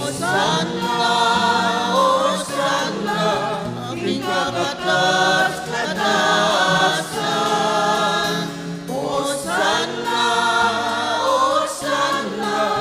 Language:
Pampanga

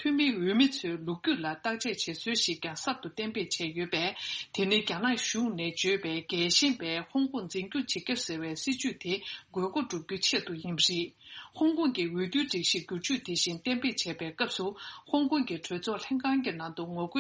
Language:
Tibetan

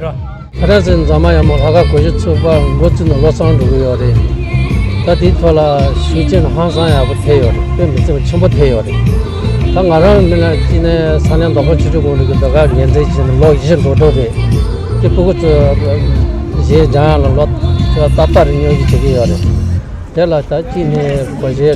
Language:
Tibetan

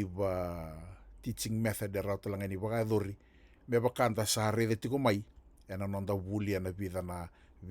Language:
Fijian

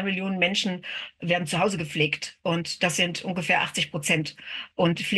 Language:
German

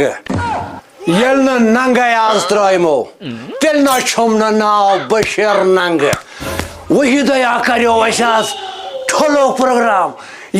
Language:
Kashmiri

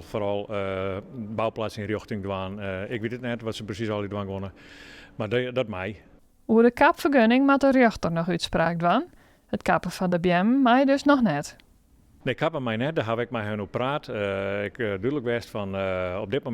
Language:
Western Frisian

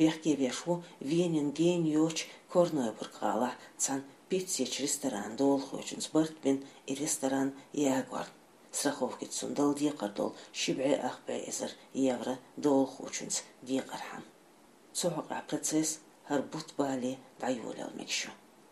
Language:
Chechen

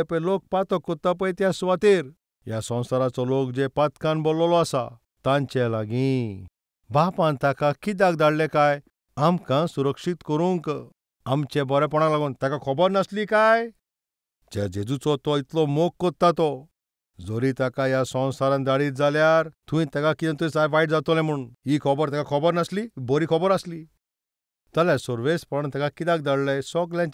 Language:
Konkani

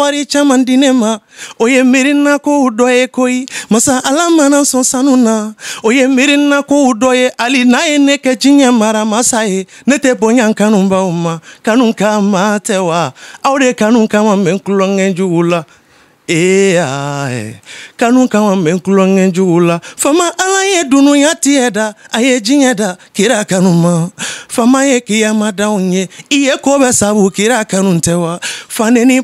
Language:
Bambara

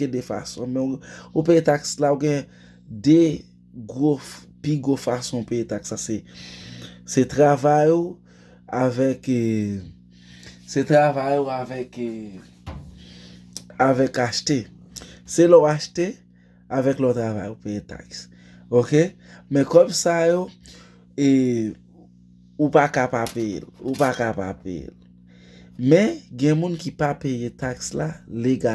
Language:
Haitian Creole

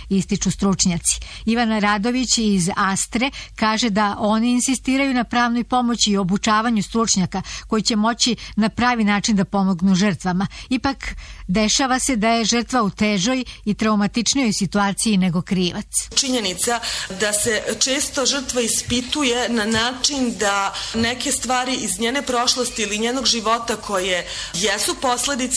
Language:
Serbian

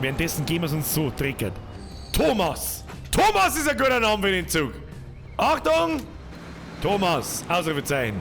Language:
Bavarian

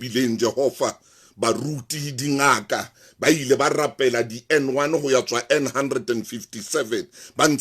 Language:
Southern Sotho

